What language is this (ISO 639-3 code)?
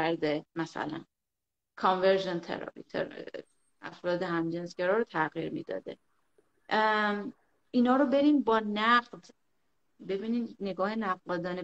fas